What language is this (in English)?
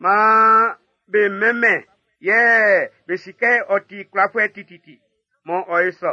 Baoulé